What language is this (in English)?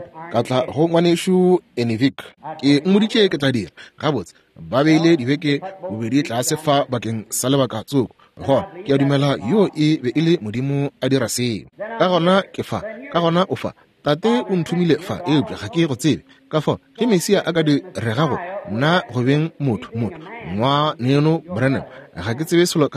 Northern Sotho